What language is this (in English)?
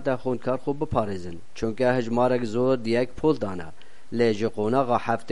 Kurdish